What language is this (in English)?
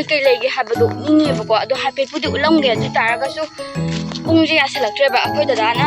Manipuri